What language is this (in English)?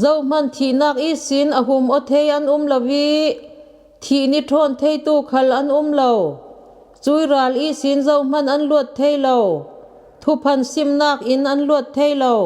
Falam Chin